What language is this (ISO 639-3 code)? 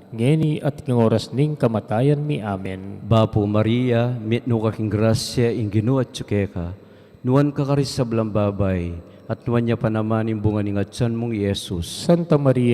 pam